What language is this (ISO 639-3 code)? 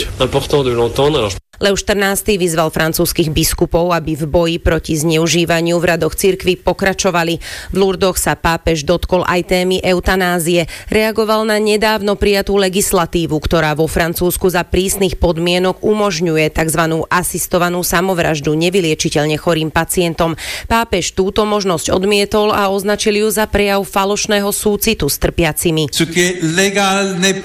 slk